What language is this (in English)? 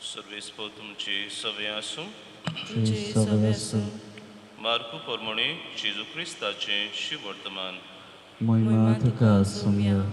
Konkani